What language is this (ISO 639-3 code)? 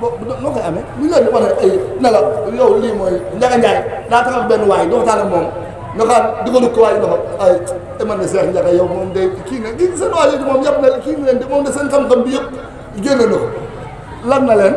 wol